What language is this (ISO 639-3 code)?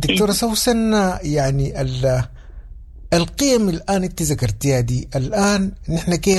apd